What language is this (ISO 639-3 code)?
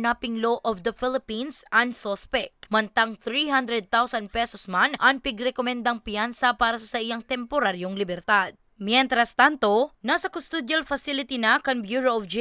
bik